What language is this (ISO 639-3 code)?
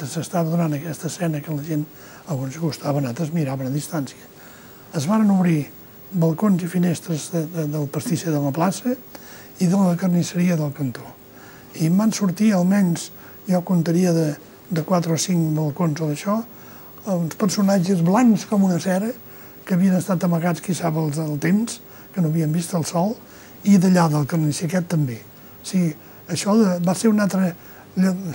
cat